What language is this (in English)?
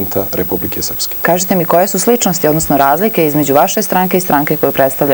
Serbian